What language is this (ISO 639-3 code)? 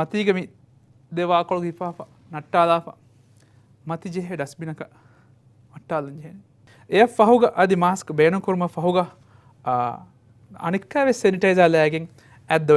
div